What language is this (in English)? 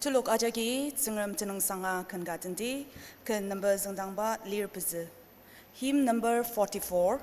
Ao Naga